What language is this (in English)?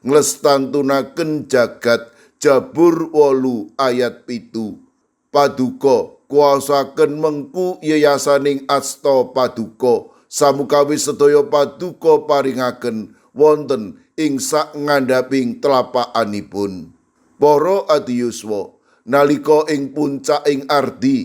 Javanese